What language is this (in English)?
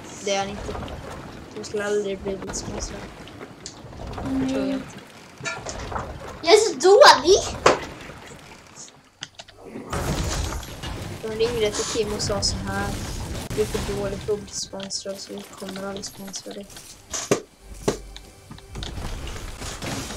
Swedish